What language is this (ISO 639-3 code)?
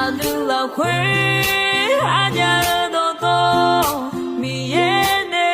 ahk